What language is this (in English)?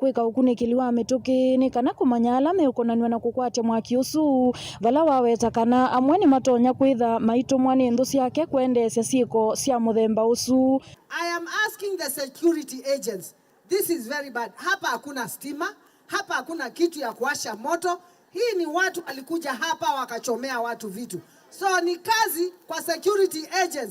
Kamba